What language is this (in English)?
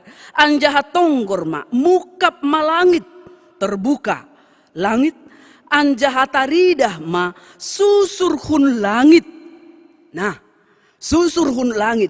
Batak Simalungun